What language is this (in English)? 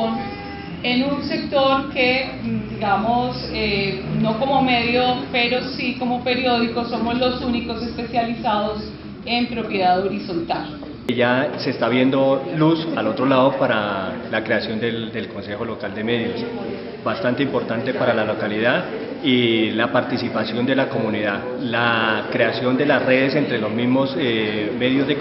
Spanish